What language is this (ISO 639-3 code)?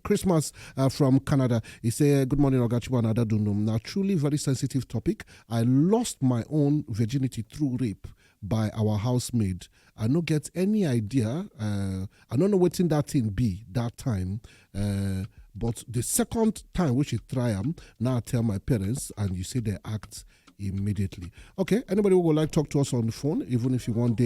pcm